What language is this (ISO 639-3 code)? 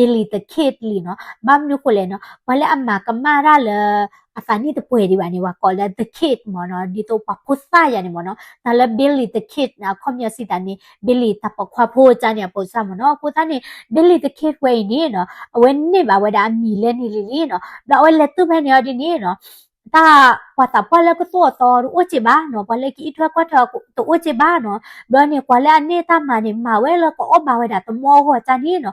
ksw